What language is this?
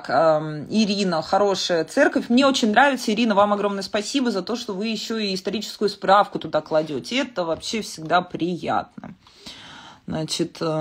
Russian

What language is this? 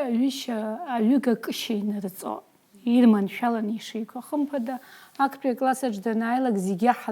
Abkhazian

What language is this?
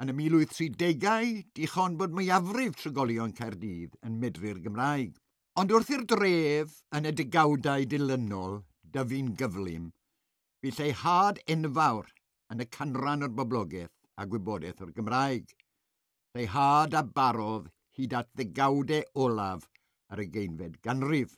Welsh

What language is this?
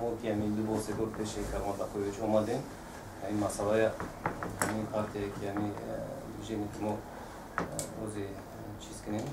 Tajik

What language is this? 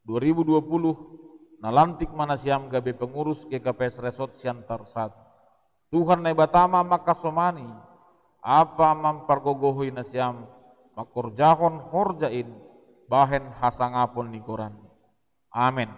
Batak Simalungun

